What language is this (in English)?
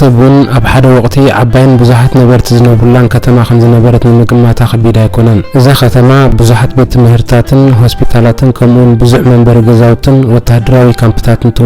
Tigrinya